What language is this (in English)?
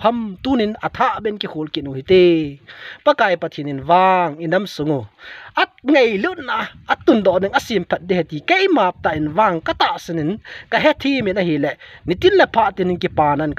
Thado Chin